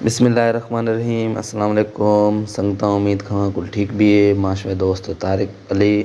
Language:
Baluchi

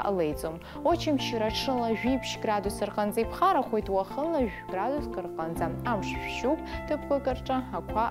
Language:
Abkhazian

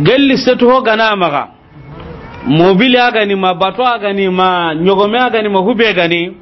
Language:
Soninke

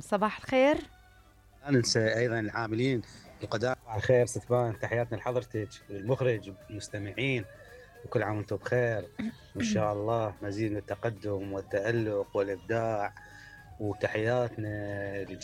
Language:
Mesopotamian Arabic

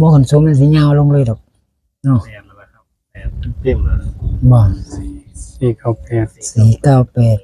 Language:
Northeastern Thai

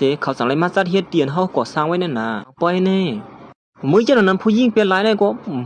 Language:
Shan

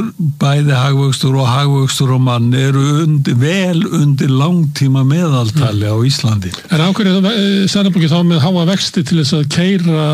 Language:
Icelandic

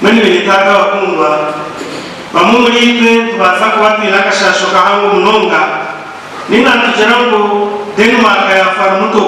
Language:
Nyankole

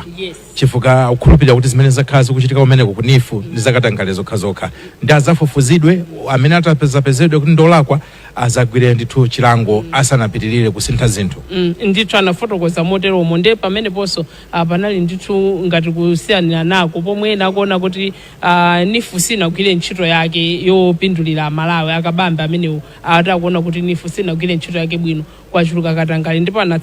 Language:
Nyanja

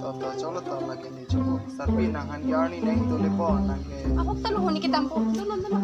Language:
Karbi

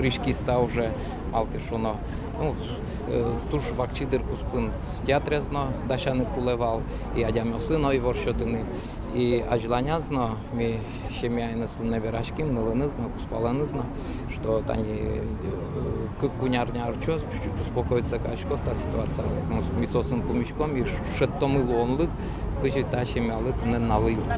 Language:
Udmurt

